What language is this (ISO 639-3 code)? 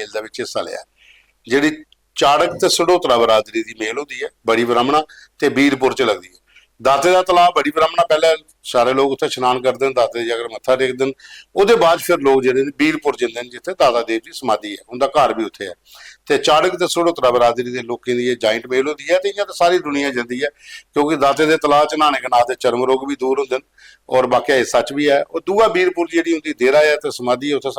doi